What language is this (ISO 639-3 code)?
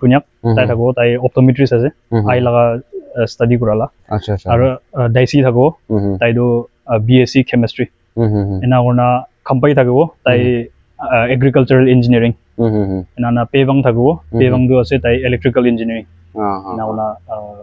nag